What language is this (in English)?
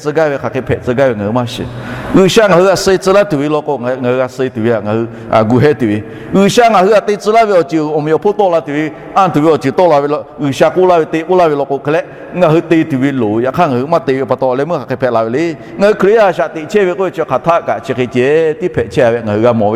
Lahu